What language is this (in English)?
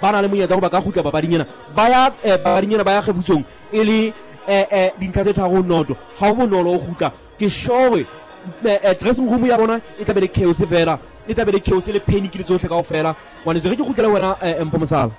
Southern Sotho